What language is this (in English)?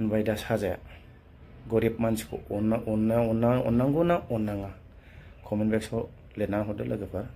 Bodo